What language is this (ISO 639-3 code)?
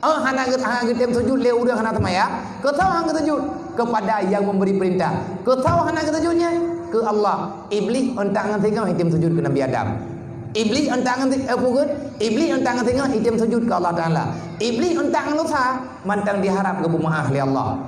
ace